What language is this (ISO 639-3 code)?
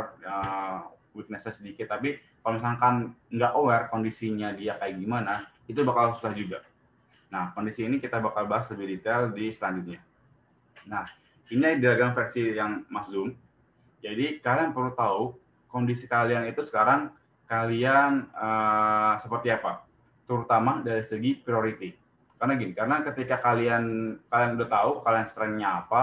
ind